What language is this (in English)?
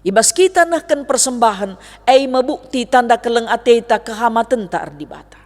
Batak Karo